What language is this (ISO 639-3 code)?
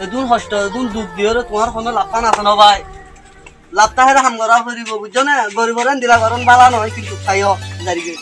rhg